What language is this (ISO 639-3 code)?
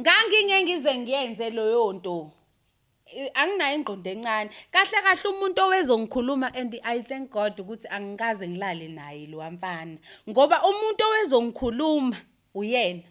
zul